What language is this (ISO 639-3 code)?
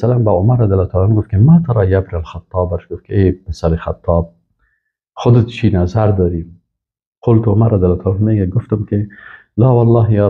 fas